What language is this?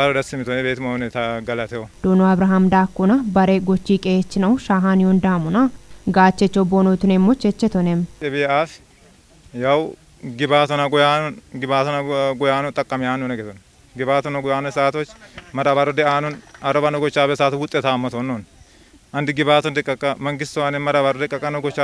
Kafa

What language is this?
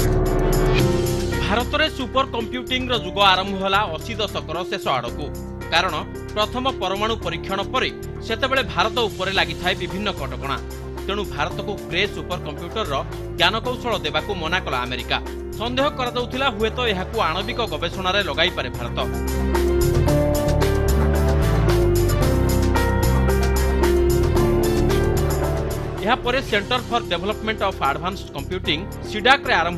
Odia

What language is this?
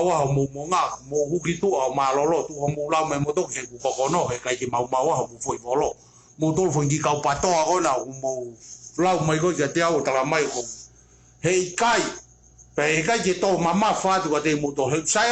Tongan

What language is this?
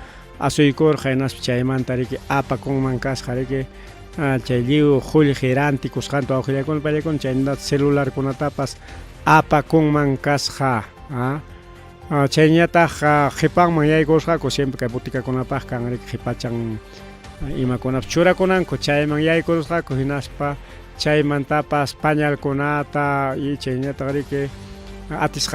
Ayacucho Quechua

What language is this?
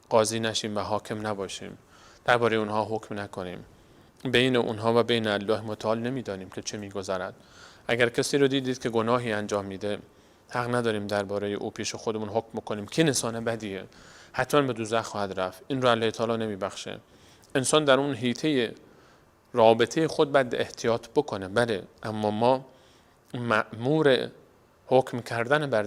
Persian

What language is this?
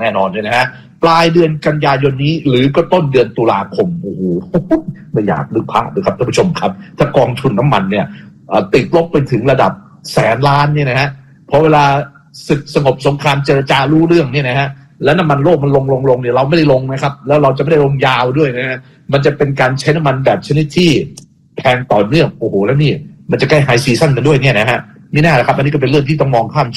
Thai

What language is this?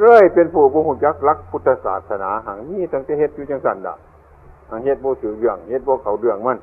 Northeastern Thai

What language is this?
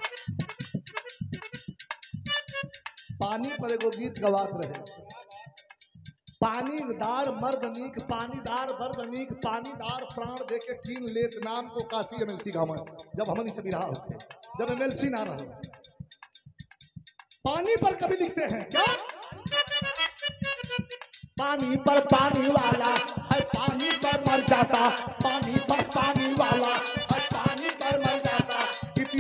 Bhojpuri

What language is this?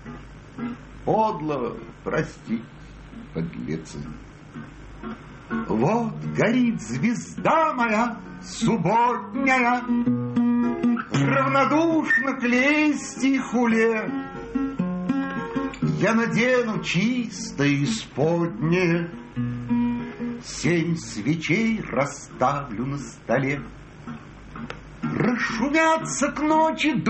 Russian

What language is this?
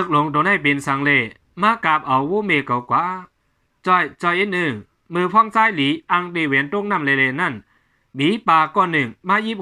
Shan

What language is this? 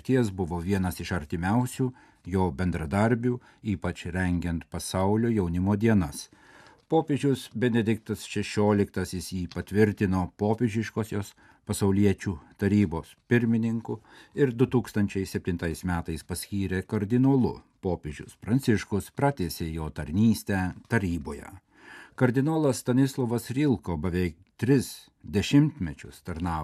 Lithuanian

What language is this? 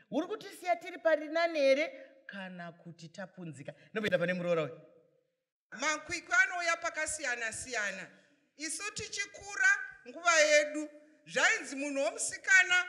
Shona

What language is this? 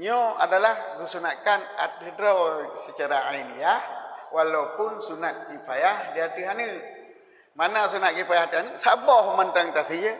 Achinese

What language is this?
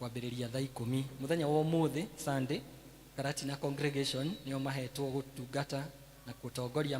Kikuyu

